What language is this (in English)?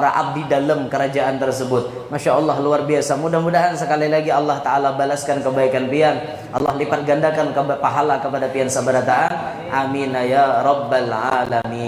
Banjar